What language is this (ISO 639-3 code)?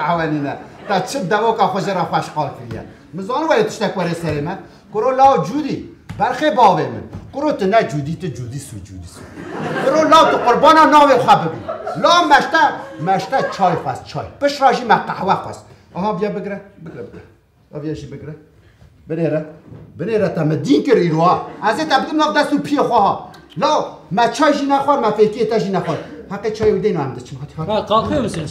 kur